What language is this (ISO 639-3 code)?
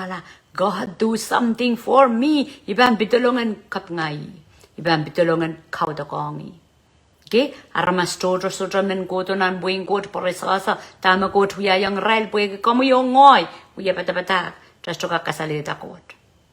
pon